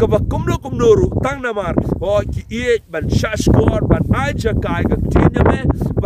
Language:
Khasi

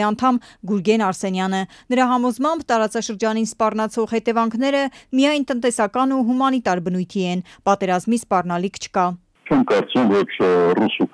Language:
Armenian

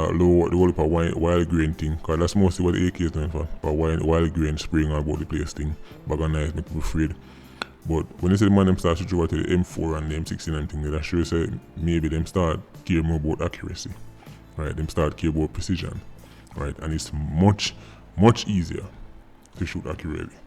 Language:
Jamaican Creole English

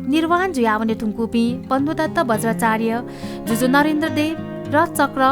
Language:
Newari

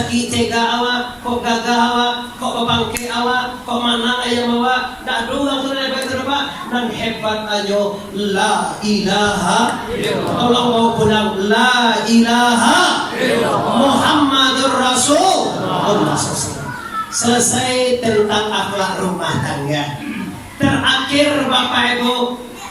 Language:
Minangkabau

